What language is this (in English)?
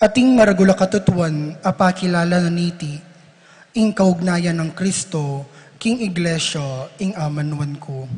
Pampanga